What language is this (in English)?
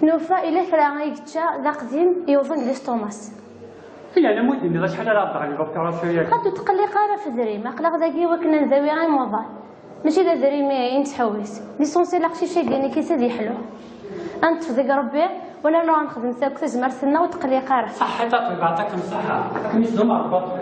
Kabyle